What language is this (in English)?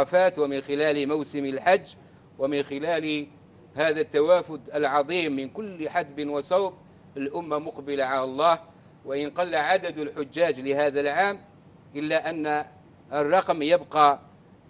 Arabic